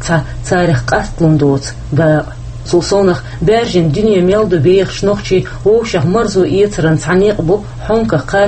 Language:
Chechen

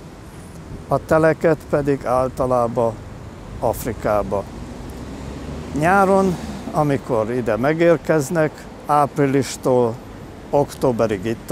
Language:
Hungarian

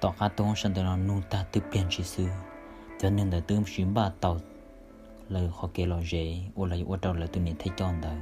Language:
Hmong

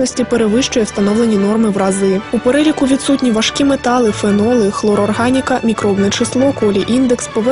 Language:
Ukrainian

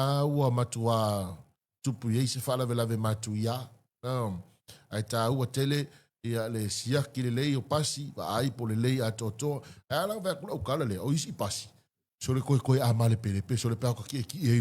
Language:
Samoan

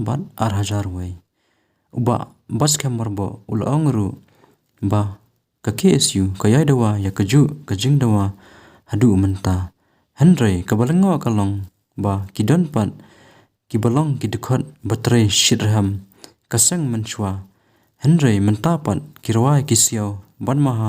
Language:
Khasi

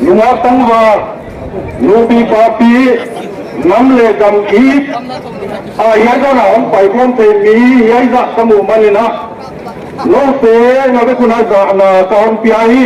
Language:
Paite Chin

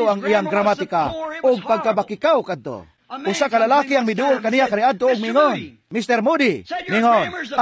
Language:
Cebuano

